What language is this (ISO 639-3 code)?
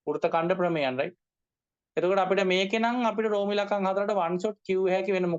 sin